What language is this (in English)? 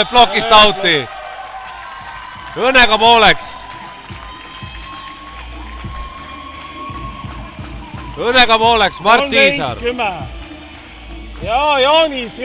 Estonian